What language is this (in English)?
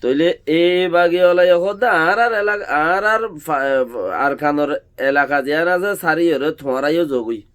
Rohingya